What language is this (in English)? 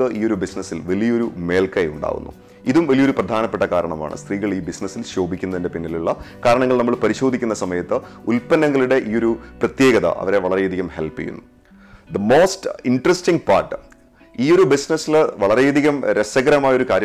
Malayalam